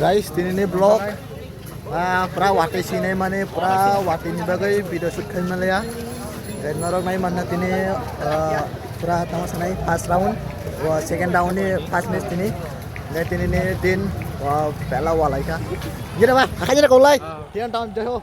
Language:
Kok Borok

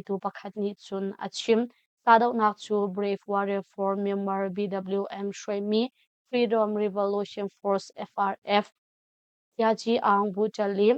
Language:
Hakha Chin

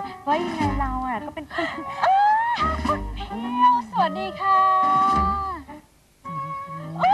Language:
Thai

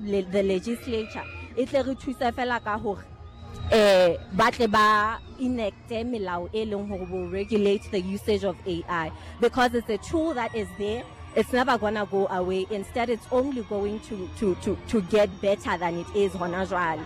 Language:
Southern Sotho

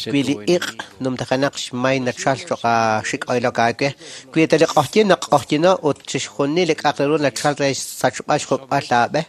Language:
Kekchí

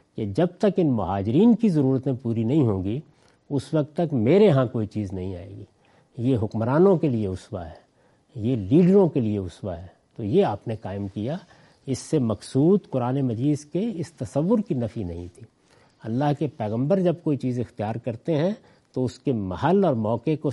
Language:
Urdu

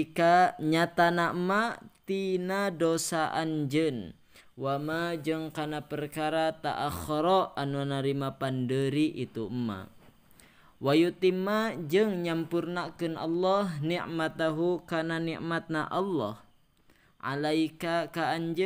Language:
Sundanese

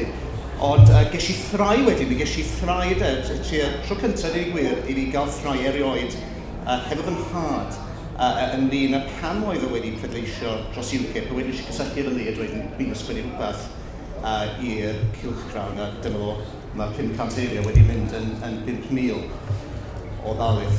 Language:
Welsh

